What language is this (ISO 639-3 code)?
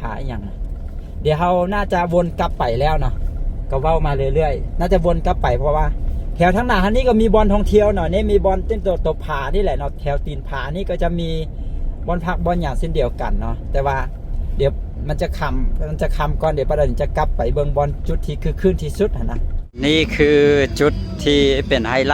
lao